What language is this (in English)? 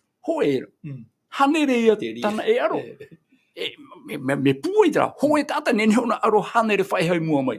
Tahitian